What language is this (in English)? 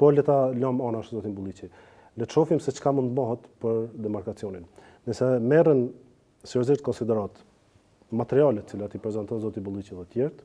Albanian